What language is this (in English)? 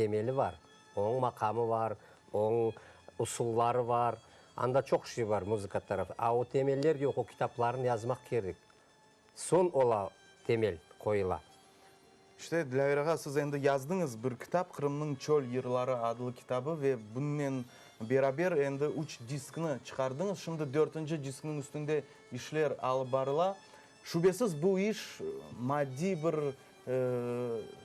Crimean Tatar